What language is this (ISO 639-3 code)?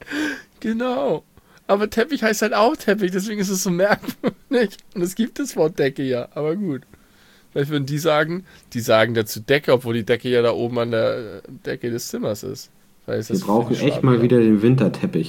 deu